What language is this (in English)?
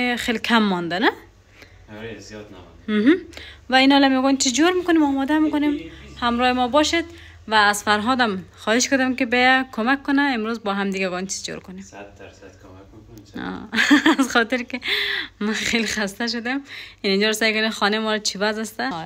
Persian